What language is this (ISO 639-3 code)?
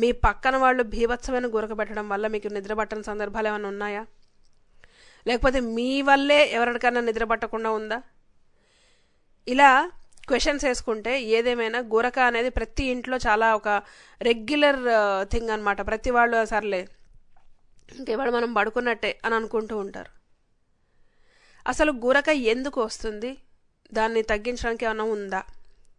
tel